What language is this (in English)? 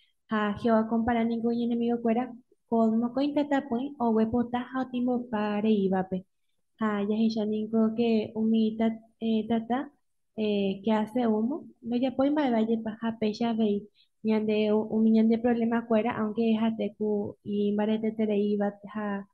Guarani